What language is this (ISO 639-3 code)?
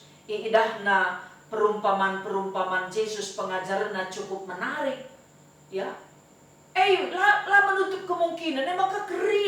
btx